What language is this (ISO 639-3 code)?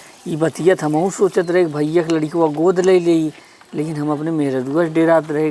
awa